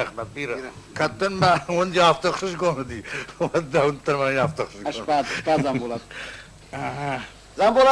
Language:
Ossetic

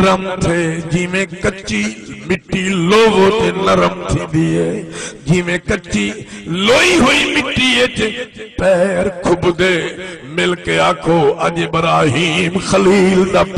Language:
Saraiki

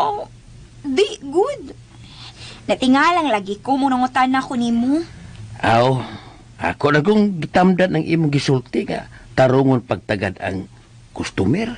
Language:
Cebuano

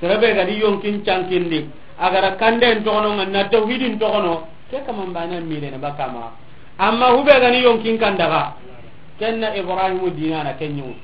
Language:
Soninke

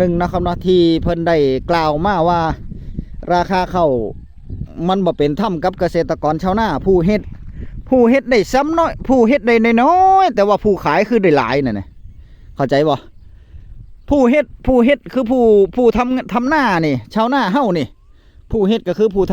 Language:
Northeastern Thai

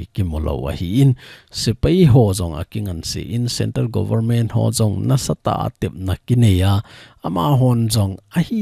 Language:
Thado Chin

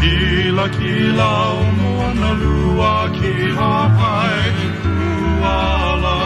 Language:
Hawaiian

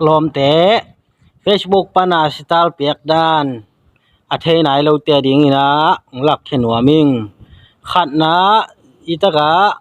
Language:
Tedim Chin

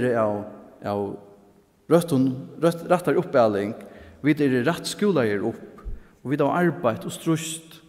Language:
Faroese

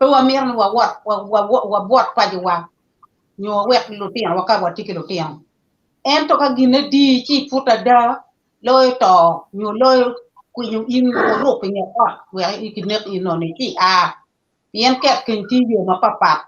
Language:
Acoli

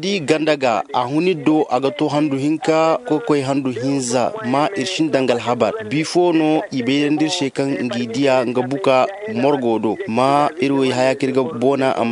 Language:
Zarma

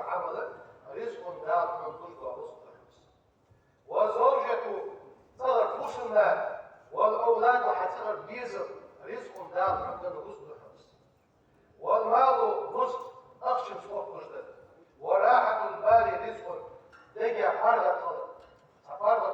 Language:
Ingush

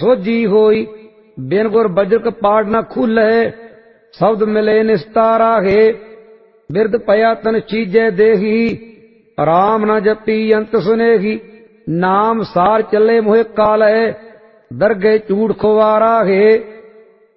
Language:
Punjabi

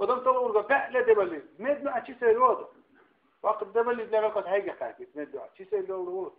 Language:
Dargwa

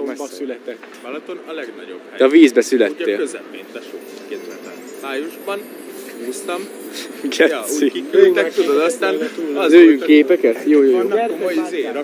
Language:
Hungarian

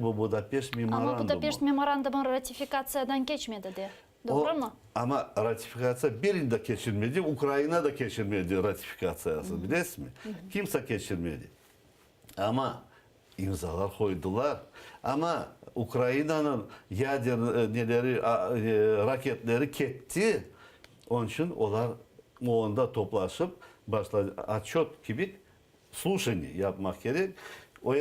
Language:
Crimean Tatar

